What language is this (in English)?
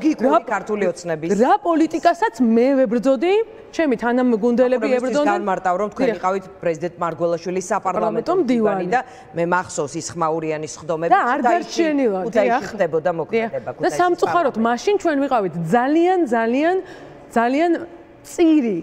Georgian